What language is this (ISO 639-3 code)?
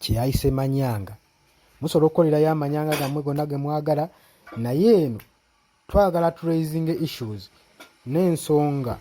lug